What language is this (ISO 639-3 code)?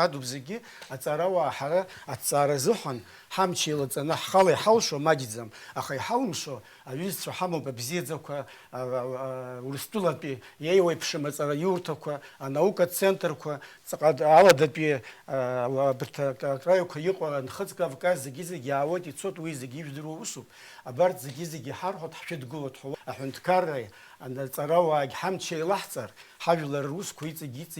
abk